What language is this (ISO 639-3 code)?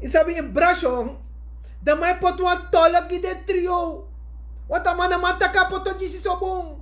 srn